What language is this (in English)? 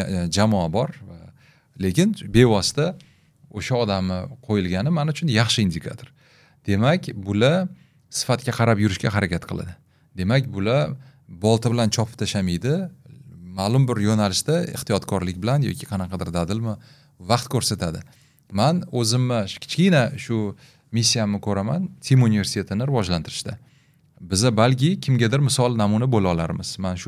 Uzbek